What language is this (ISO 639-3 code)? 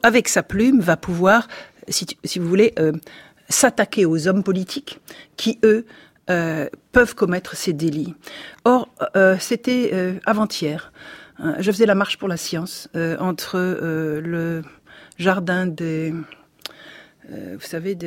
fra